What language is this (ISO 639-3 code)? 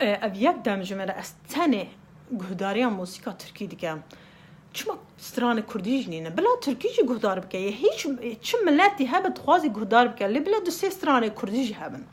kur